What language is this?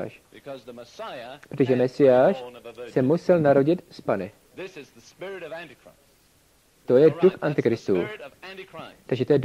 Czech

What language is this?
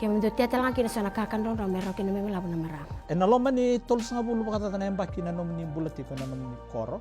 Fijian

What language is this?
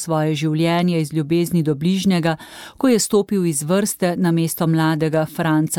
Slovenian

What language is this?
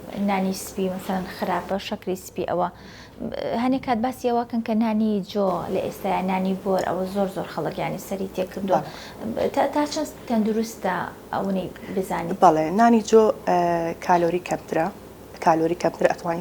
Central Kurdish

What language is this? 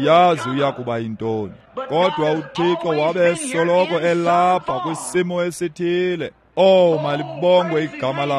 Xhosa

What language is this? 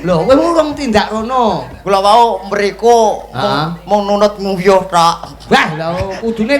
Javanese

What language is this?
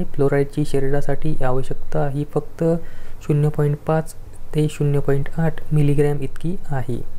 Marathi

